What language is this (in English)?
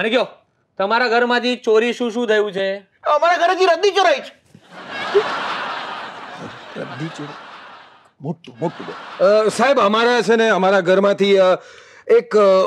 Gujarati